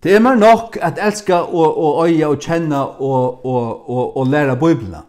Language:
Faroese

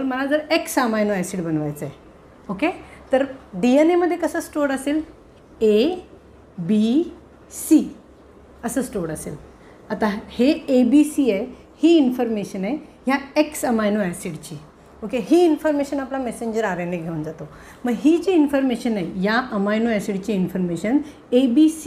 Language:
Marathi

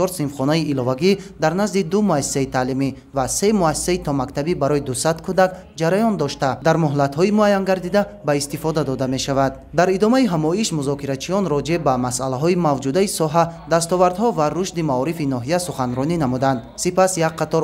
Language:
Tajik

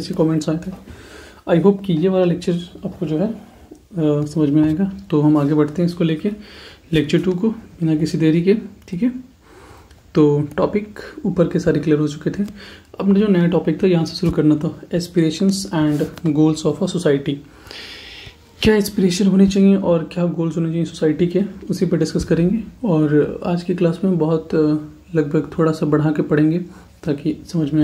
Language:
Hindi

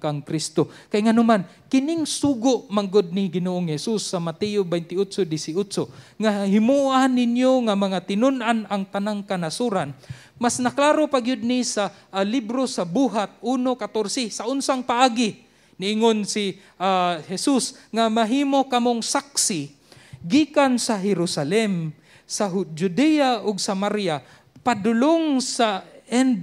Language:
Cebuano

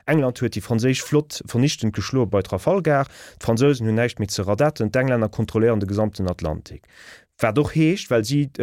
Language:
Luxembourgish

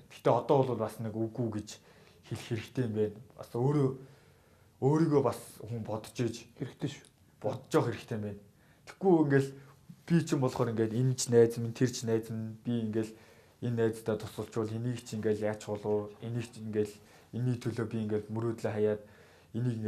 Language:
Mongolian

